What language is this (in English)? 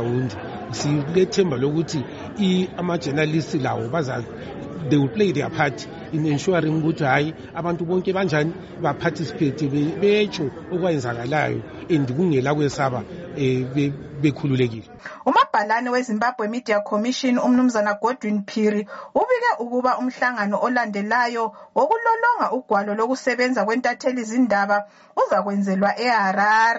North Ndebele